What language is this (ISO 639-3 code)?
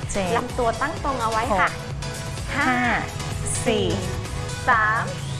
tha